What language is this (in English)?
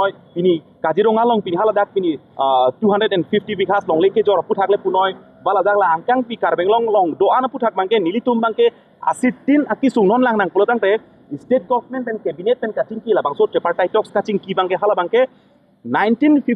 Karbi